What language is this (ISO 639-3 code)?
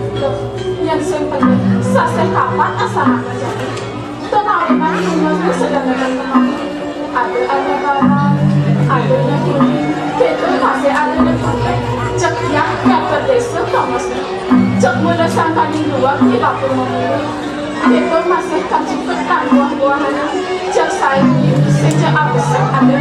ban